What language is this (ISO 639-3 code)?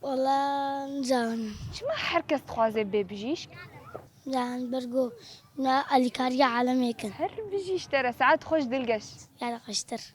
kur